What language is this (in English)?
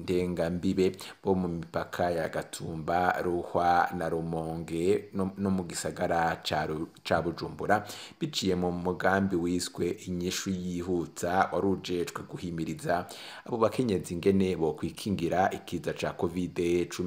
Rundi